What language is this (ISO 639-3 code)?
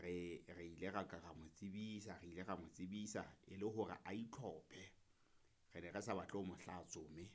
sot